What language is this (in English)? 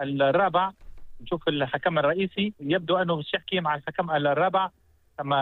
Tunisian Arabic